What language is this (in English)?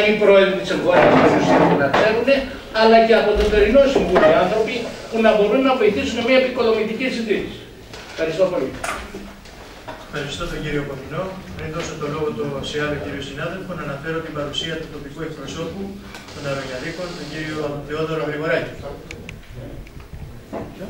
Greek